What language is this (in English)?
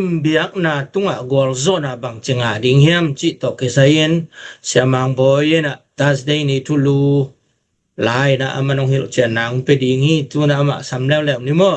Tedim Chin